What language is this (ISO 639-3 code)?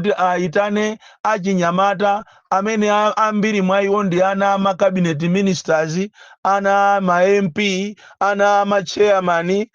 nya